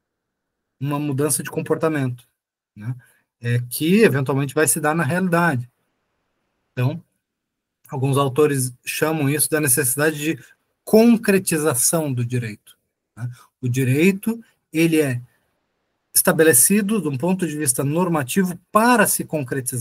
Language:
Portuguese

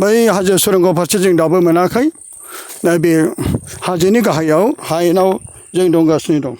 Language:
Bodo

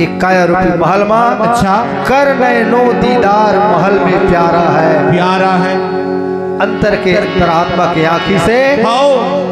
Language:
Chhattisgarhi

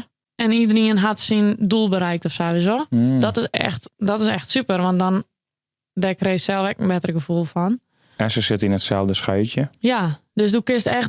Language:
Western Frisian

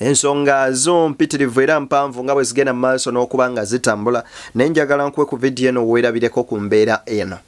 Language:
Ganda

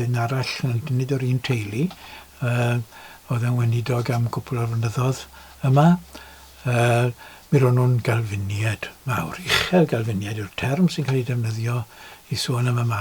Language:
Welsh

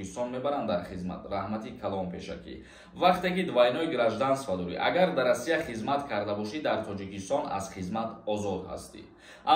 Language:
Tajik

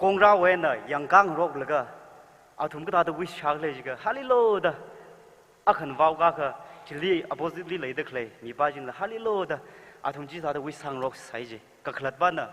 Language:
Tangkhul Naga (India)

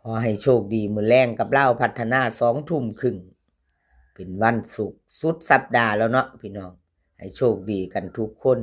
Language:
Northeastern Thai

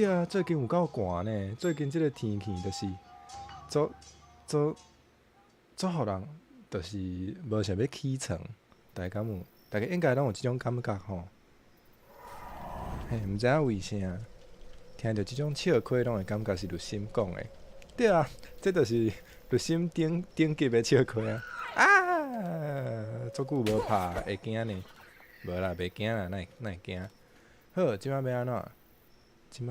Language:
Min Nan Chinese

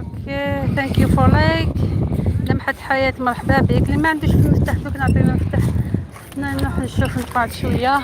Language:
Algerian Arabic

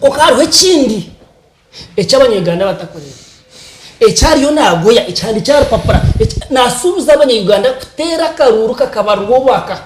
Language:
Nyankole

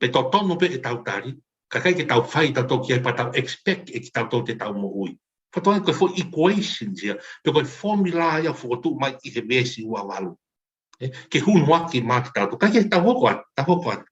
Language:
Tongan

